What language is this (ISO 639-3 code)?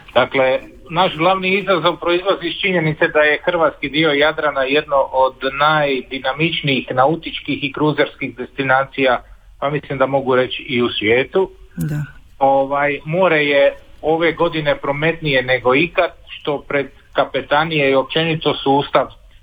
hrv